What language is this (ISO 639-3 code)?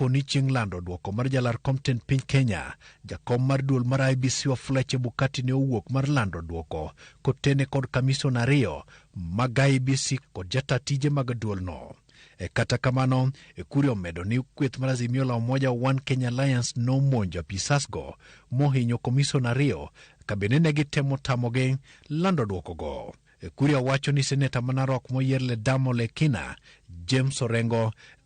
luo